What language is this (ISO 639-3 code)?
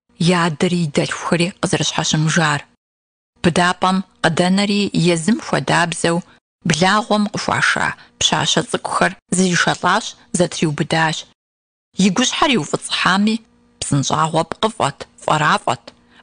kbd